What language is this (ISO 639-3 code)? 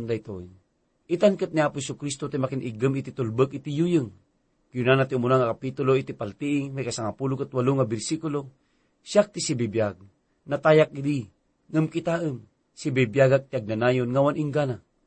ilo